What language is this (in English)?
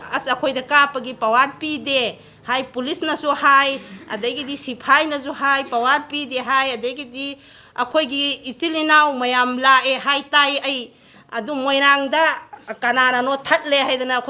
Manipuri